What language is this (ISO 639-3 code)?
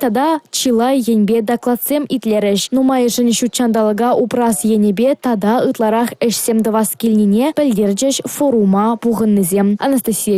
chv